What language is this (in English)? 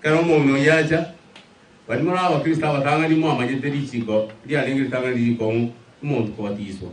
Gusii